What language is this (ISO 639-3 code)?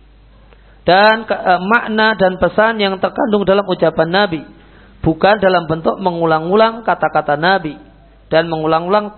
ind